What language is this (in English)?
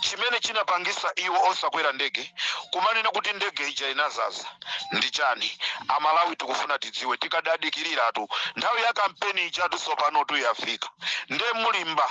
Nyanja